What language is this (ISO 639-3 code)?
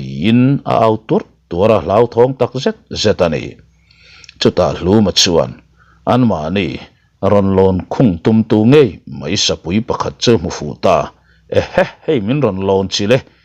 lus